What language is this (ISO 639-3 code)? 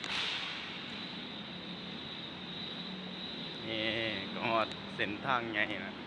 lao